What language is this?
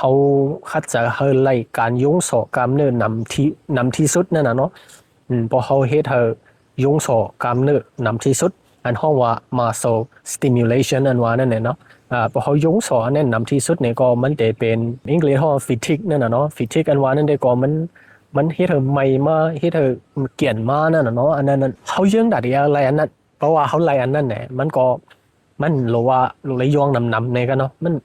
Shan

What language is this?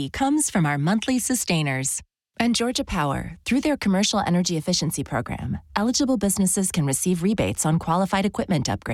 English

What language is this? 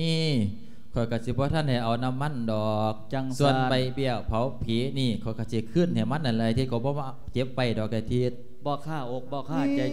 Lao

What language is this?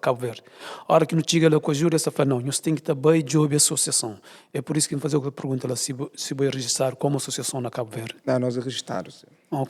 Kabuverdianu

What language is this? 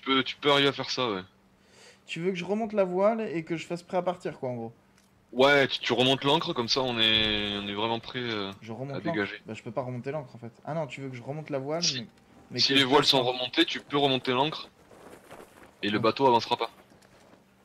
French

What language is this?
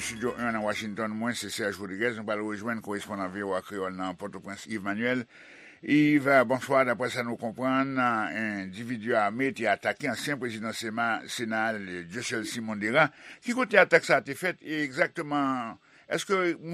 Haitian Creole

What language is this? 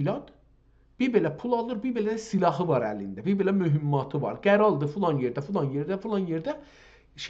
South Azerbaijani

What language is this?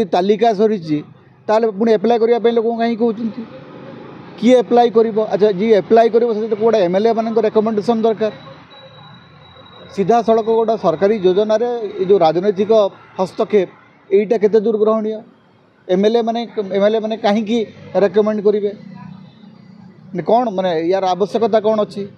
Odia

